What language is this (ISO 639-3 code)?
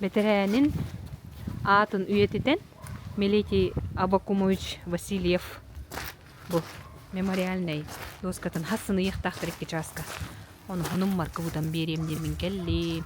sah